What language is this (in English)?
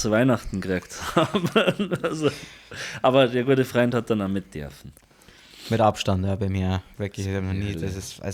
Bavarian